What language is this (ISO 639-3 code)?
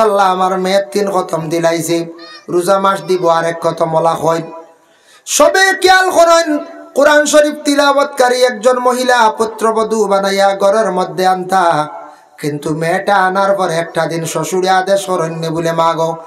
syl